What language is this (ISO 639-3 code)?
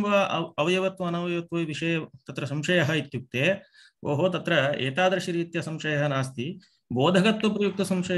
san